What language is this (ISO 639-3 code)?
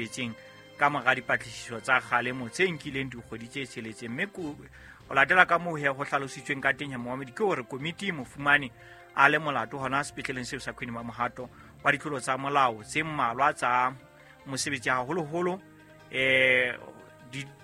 sot